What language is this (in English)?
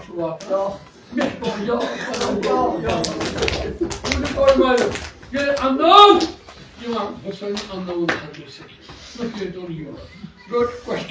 Kashmiri